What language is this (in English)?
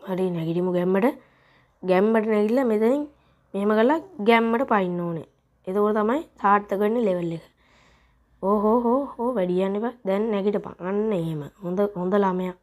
Sinhala